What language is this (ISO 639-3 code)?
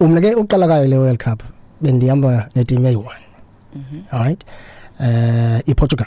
xho